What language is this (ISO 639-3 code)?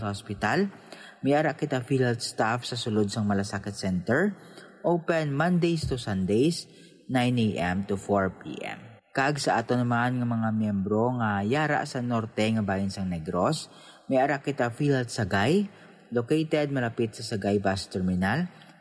hil